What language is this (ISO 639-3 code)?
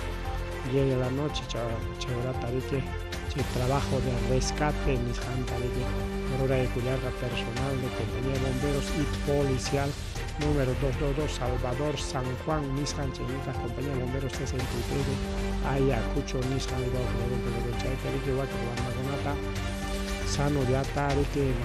quy